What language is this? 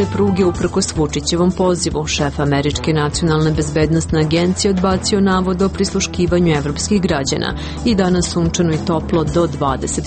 Serbian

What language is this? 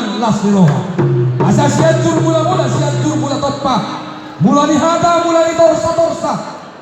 Batak Toba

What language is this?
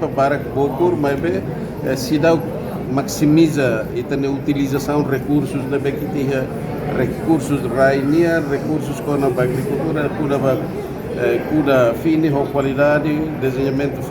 Tetum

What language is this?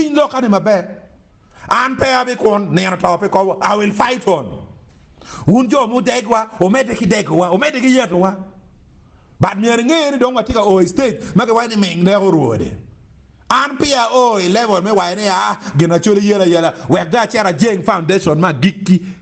Acoli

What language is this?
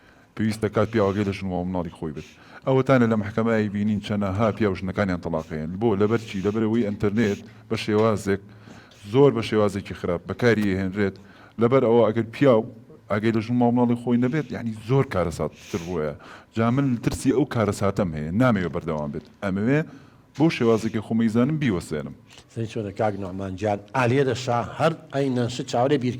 Central Kurdish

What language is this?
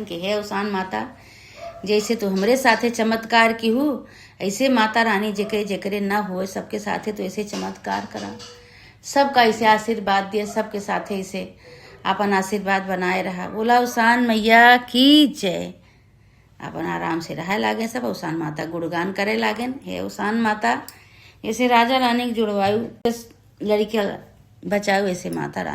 Awadhi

